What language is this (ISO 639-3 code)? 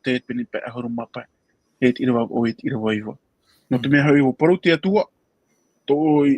tah